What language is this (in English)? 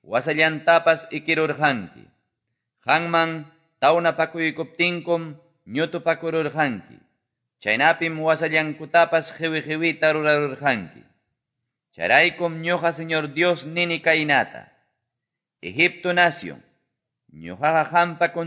Quechua